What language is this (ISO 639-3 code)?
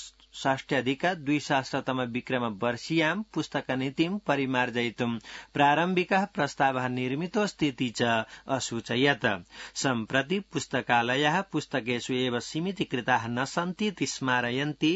san